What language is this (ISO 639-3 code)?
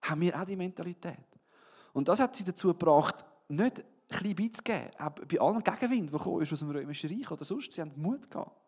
gsw